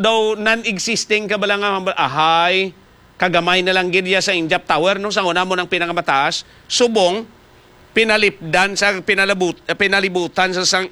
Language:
Hiligaynon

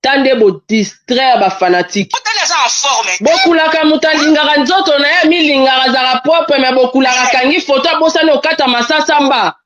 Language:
Lingala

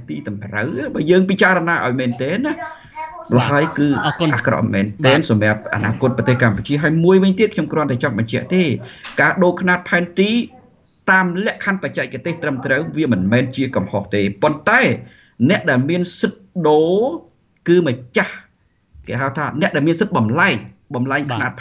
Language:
Khmer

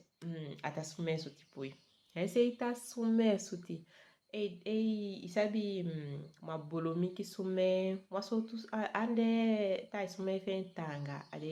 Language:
Saramaccan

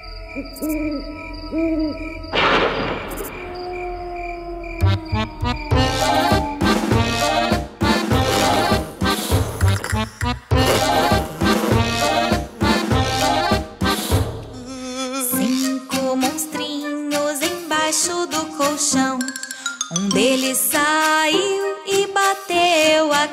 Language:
Portuguese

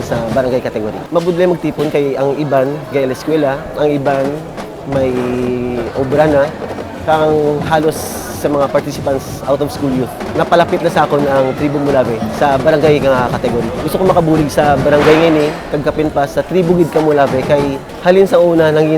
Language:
Hiligaynon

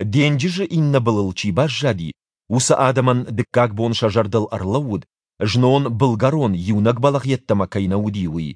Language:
Ossetic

